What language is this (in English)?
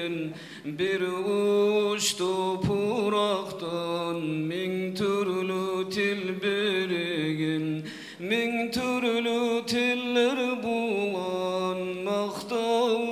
Kumyk